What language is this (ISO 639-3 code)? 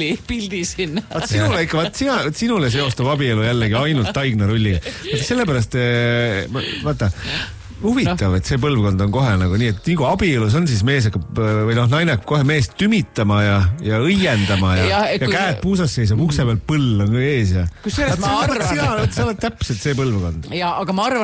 est